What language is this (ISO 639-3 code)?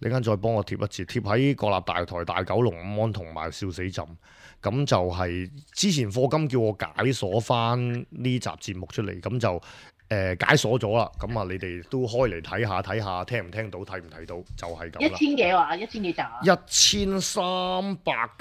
yue